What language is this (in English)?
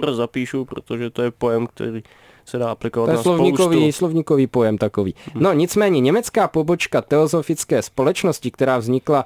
Czech